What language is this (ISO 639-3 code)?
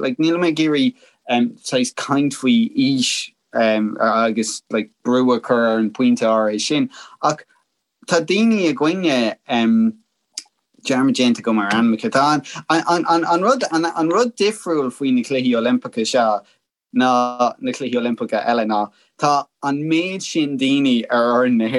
gle